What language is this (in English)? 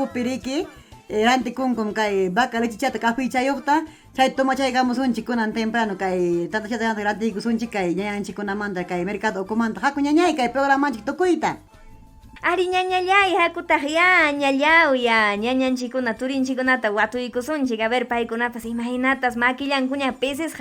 Ayacucho Quechua